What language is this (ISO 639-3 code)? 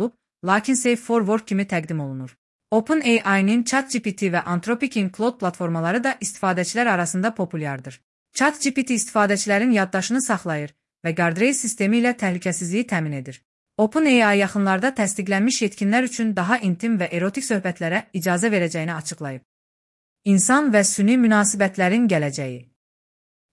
aze